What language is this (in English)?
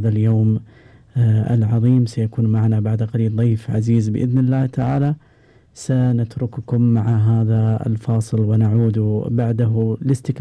Gulf Arabic